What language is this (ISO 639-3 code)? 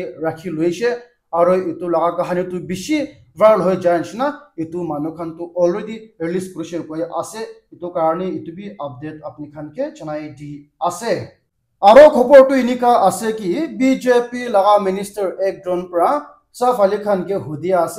nag